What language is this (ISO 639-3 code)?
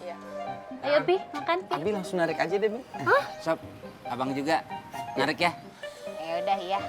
bew